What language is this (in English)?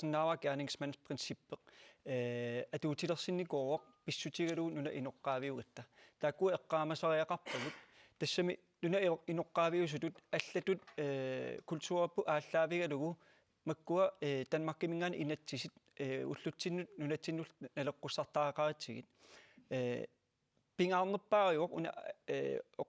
Kalaallisut